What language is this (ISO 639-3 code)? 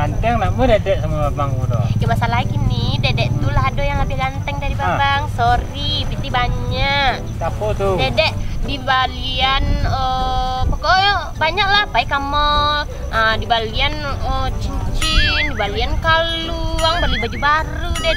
min